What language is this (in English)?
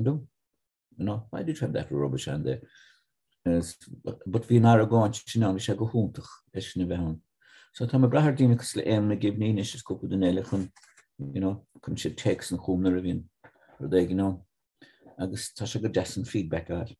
Irish